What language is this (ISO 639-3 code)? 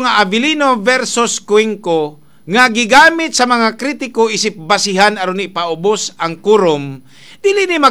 ceb